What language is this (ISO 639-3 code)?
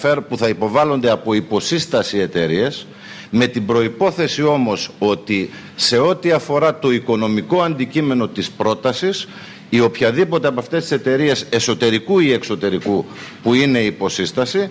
ell